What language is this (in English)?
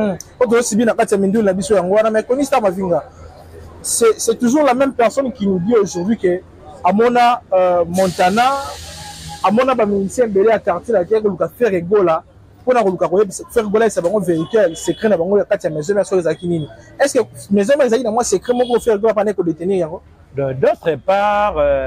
Lingala